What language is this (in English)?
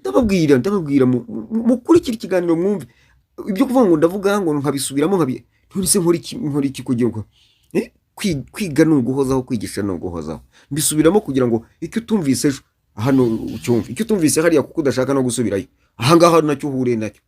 Kinyarwanda